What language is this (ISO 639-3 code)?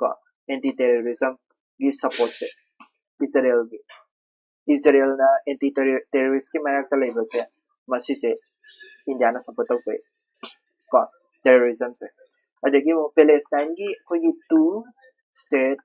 mni